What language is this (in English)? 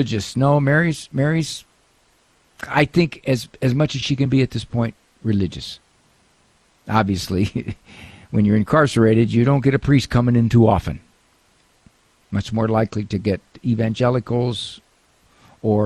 English